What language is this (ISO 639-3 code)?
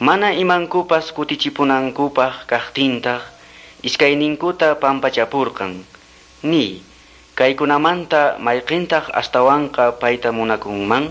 que